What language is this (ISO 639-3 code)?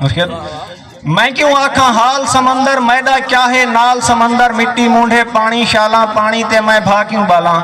skr